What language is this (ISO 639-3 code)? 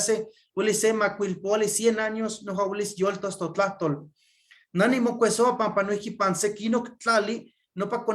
nhe